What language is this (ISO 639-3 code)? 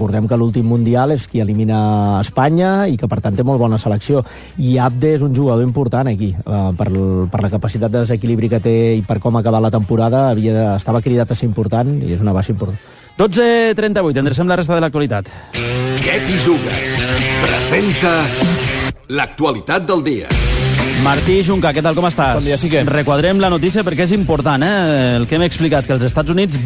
cat